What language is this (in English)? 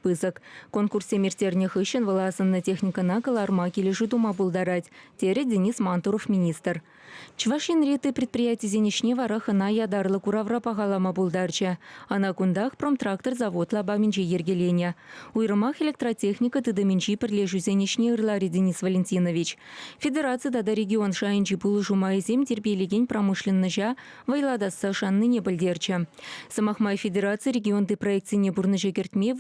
Chuvash